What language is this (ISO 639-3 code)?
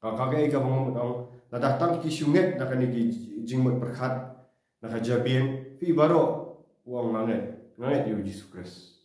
kha